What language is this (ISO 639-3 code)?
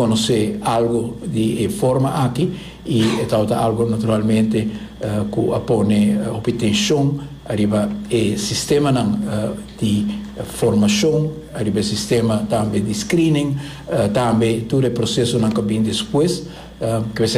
pap